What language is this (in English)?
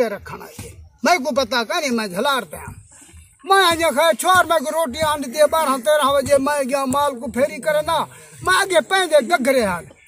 Saraiki